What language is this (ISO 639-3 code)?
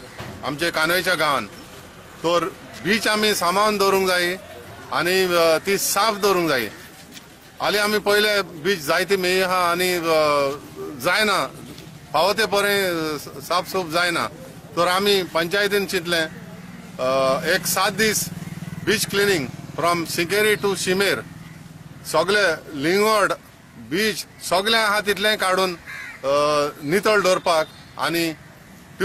kok